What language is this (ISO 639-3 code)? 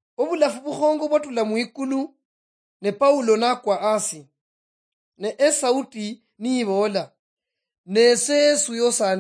luy